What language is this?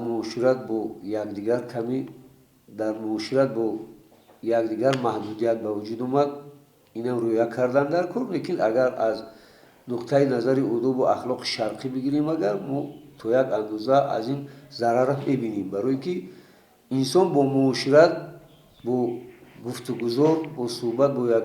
Tajik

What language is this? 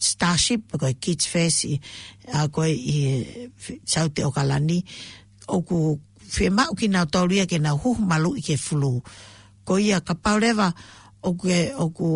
Tongan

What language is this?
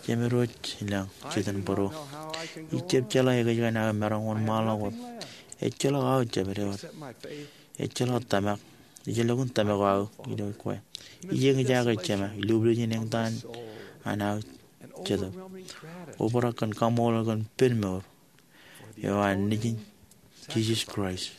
Marshallese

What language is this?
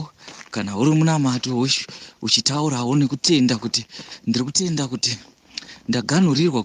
Shona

